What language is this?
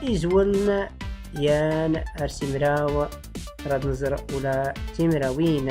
Tachelhit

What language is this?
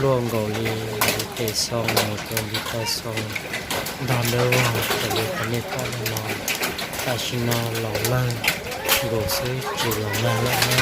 Hmong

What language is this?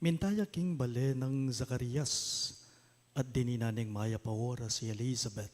Pampanga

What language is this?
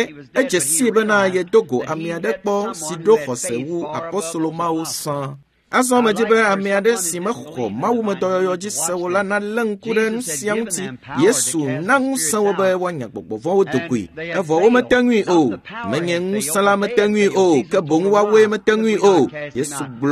Ewe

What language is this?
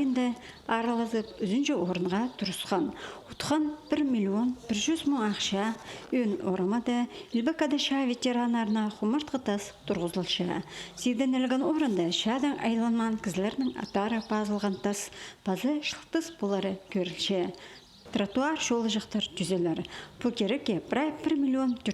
Khakas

